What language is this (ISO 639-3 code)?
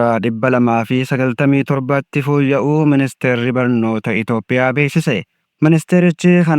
orm